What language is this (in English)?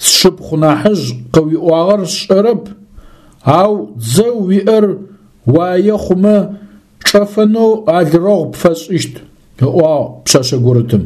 Adyghe